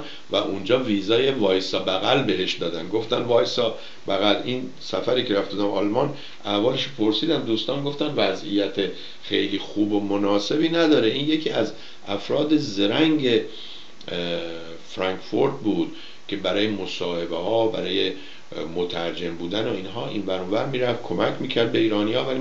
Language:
Persian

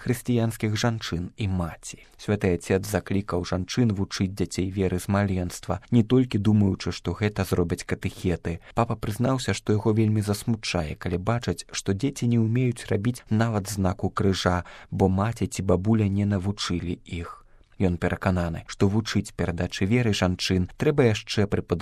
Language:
Belarusian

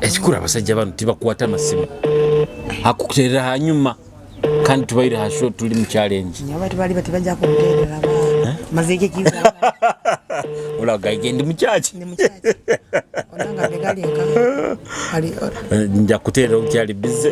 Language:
Nyoro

